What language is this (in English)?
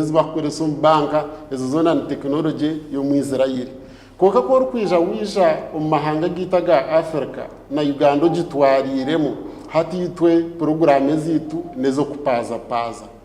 Nyankole